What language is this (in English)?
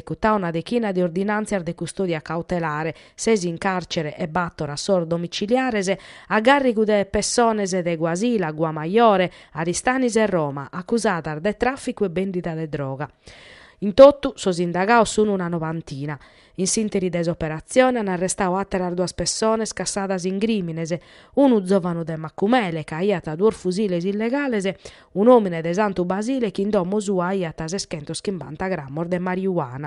Sardinian